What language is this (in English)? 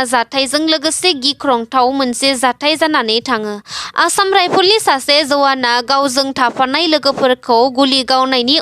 Bodo